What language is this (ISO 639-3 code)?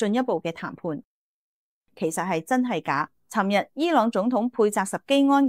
yue